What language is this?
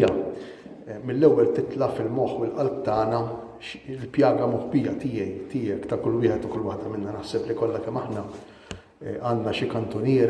Maltese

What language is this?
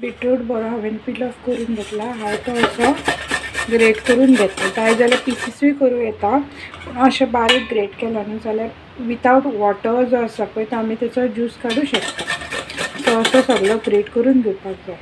Konkani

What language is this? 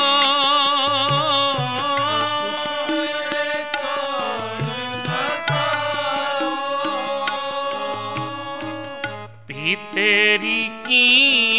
Punjabi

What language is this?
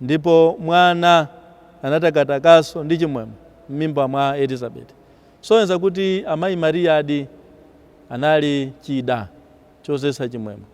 Nyanja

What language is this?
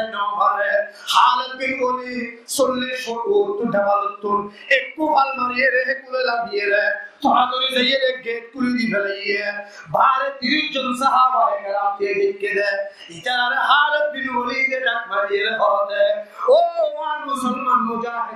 Rohingya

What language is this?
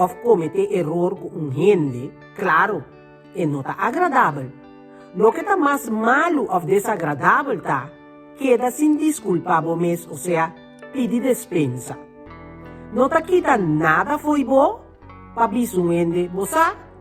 Papiamento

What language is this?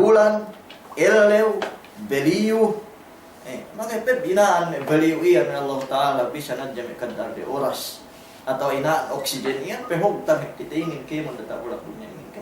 Yakan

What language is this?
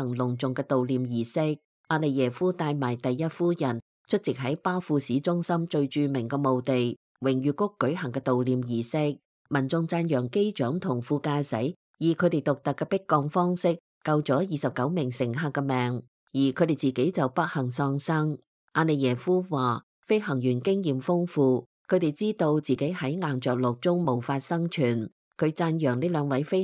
Cantonese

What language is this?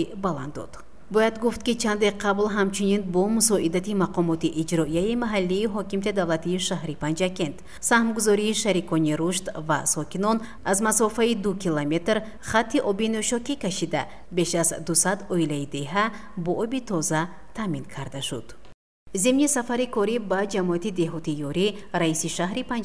Tajik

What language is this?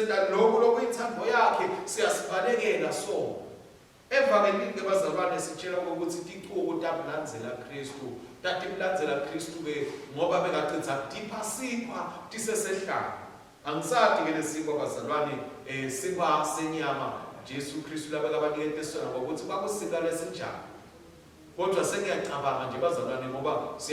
Swati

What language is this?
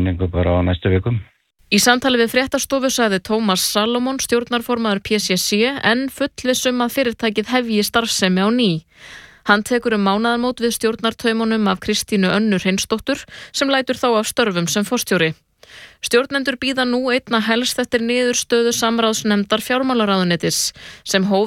Icelandic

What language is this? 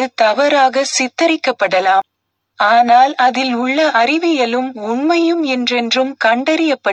Tamil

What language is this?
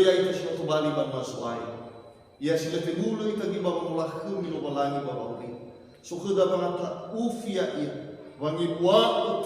Nias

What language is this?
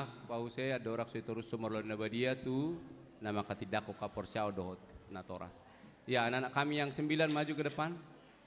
Batak Toba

